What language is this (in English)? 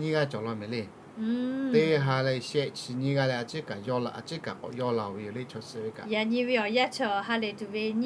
Lahu